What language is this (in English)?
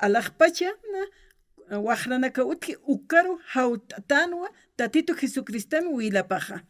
Aymara